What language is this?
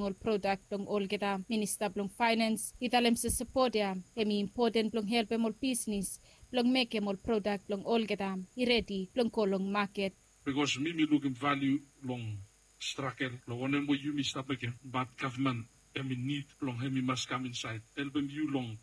Bislama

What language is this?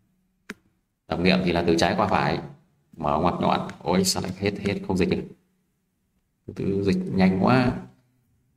Vietnamese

